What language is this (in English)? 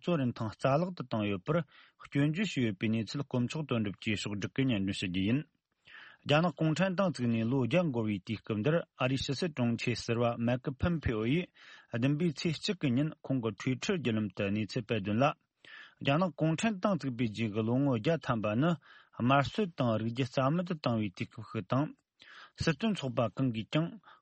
Tibetan